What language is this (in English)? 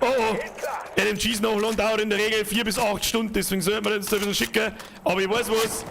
Bavarian